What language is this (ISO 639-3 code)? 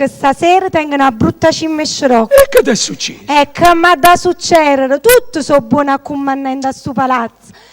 nap